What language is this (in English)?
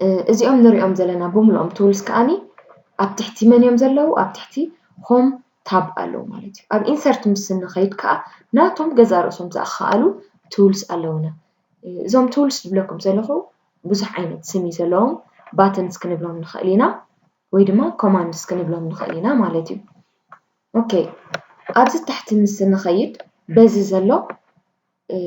Tigrinya